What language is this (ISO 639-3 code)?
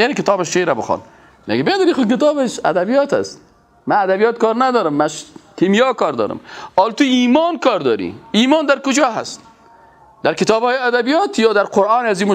fas